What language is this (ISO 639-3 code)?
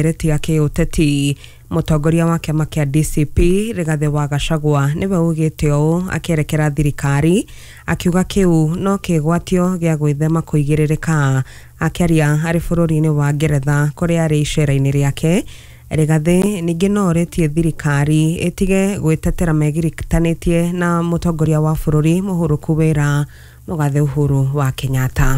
kik